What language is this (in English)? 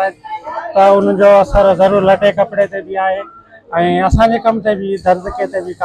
Sindhi